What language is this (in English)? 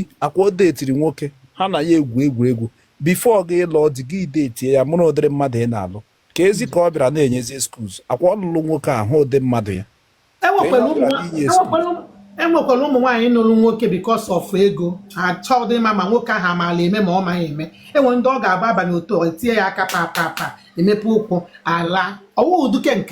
Igbo